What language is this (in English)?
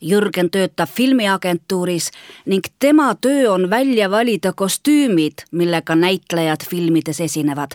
Estonian